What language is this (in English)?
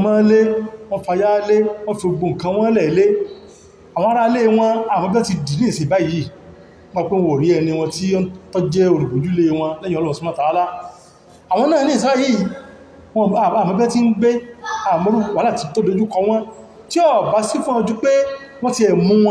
Yoruba